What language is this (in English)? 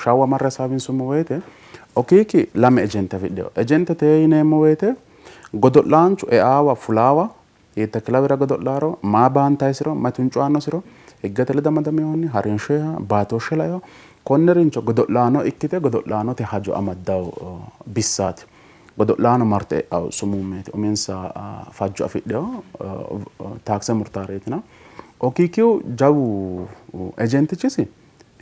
Sidamo